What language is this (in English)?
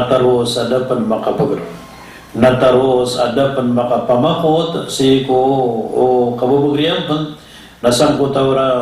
Maranao